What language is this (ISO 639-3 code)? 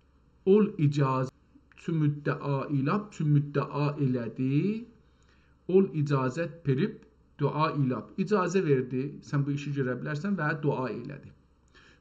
azb